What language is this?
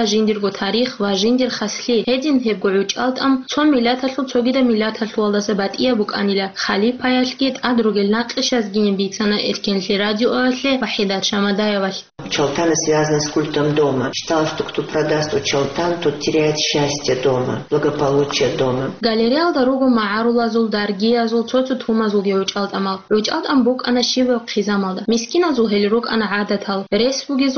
Avaric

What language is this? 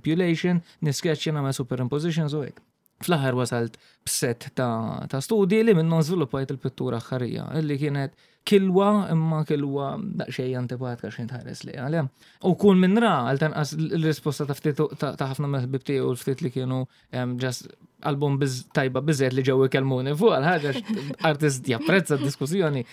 Maltese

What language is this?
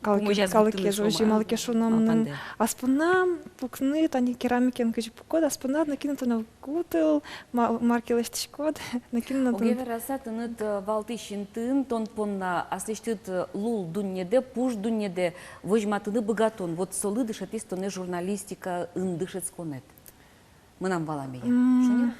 Udmurt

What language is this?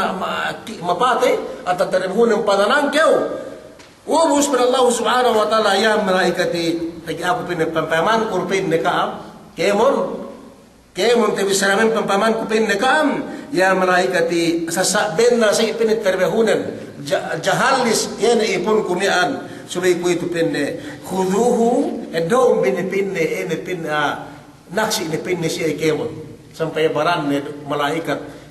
Yakan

